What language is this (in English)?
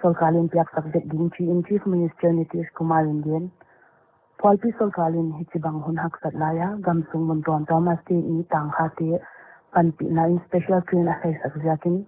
Paite Chin